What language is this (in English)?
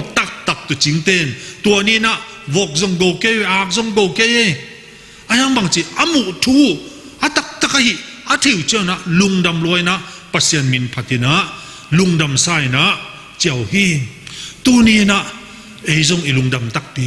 Tedim Chin